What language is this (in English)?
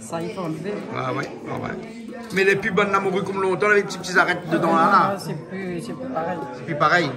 Réunion Creole French